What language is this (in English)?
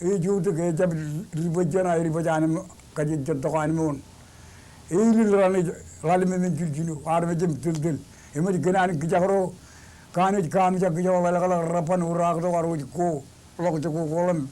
Marshallese